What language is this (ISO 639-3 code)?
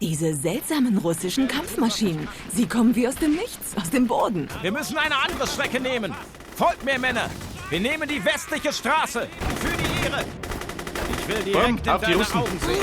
bar